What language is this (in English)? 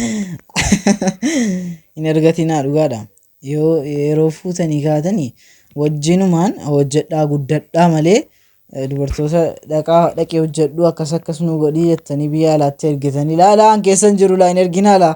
Oromo